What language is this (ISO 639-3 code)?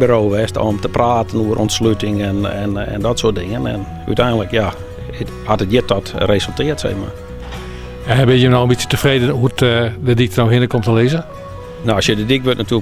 fry